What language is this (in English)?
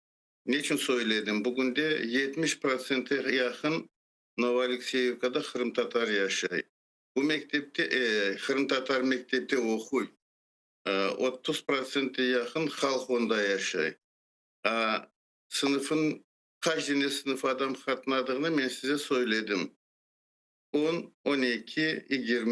Crimean Tatar